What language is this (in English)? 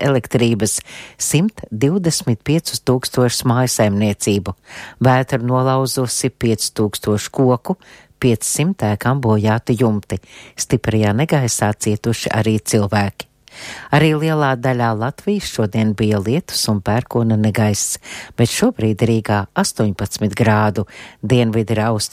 Latvian